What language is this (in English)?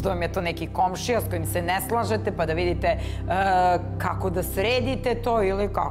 Serbian